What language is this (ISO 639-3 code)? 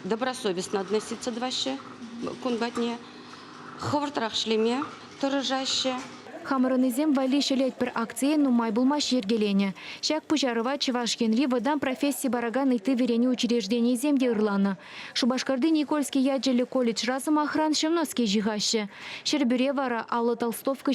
chv